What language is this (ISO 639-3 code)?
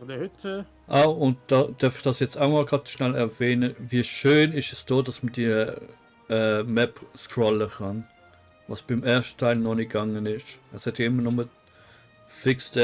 gsw